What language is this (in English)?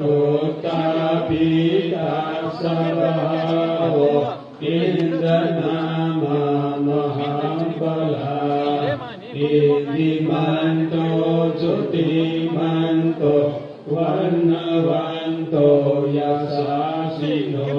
Pali